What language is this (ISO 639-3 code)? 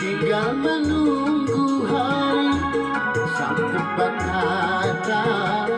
bjn